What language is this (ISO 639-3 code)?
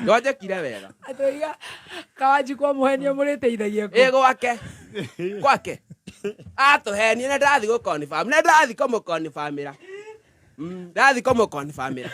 kik